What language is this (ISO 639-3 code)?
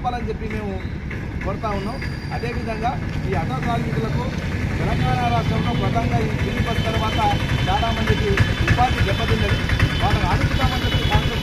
tel